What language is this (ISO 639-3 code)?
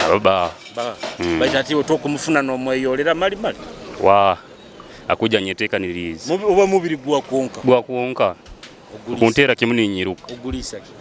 nyo